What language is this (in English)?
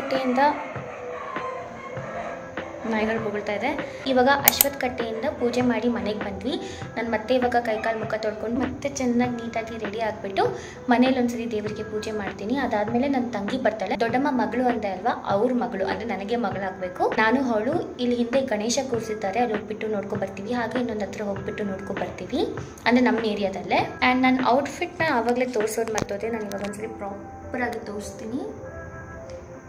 Kannada